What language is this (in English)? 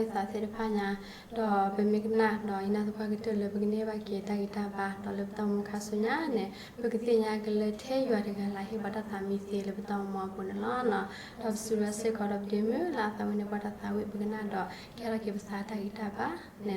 S'gaw Karen